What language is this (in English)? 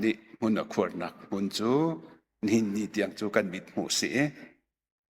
Hakha Chin